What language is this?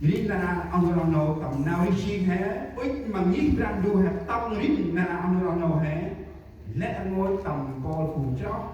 Central Mnong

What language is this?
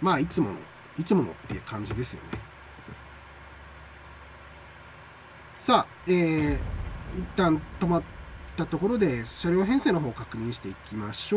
Japanese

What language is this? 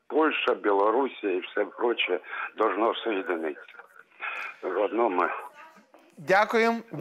Ukrainian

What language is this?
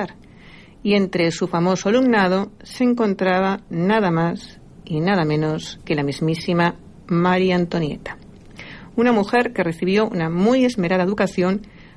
Spanish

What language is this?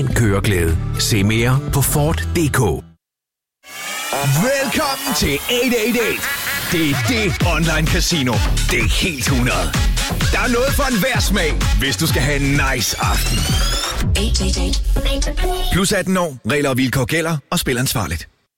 Danish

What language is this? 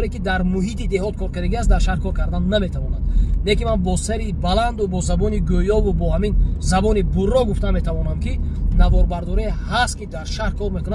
Tajik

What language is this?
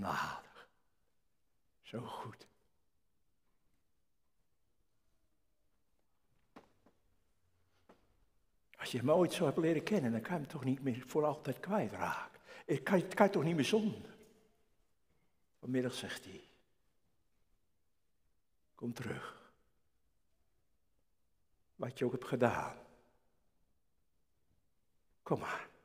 Dutch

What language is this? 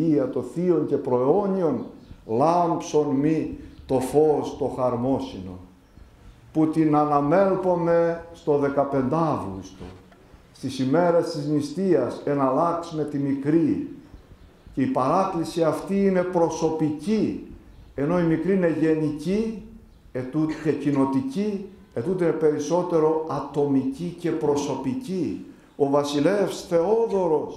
Greek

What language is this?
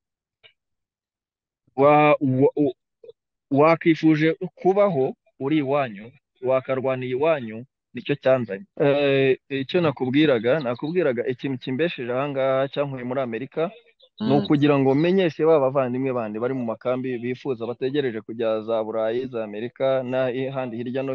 Kinyarwanda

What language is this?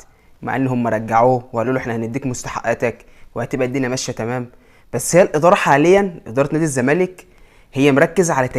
Egyptian Arabic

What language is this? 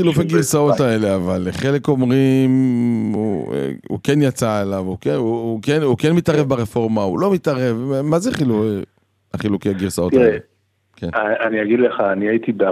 Hebrew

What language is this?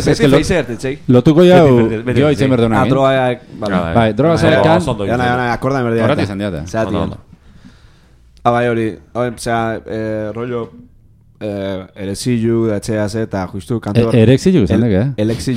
Basque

